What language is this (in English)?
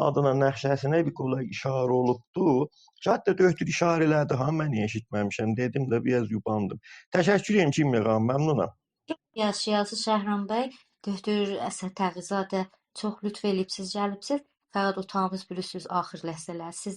South Azerbaijani